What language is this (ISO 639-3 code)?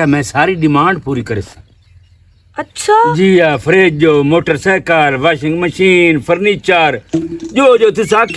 lah